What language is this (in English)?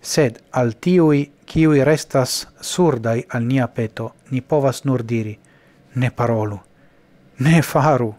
Esperanto